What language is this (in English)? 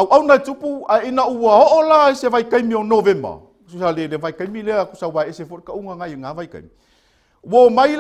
Samoan